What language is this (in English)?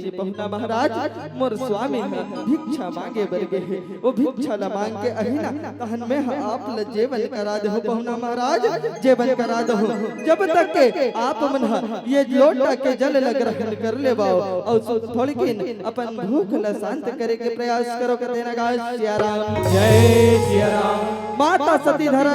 Chhattisgarhi